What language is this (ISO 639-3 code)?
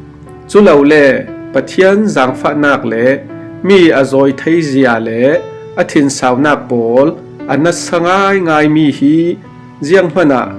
cfm